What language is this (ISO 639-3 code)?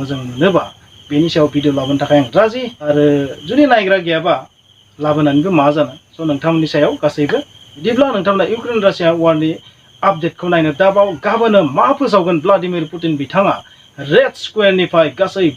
brx